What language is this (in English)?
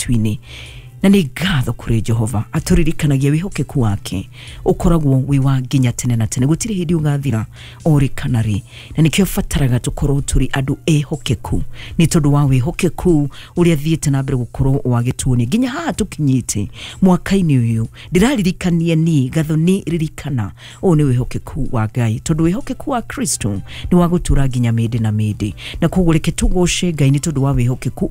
Kikuyu